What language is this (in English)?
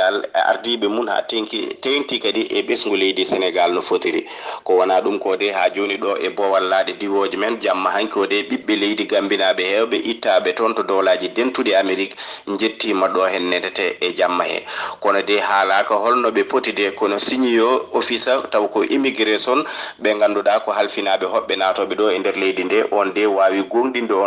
Fula